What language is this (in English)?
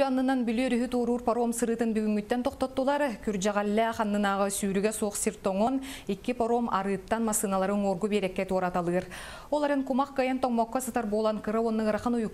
Yakut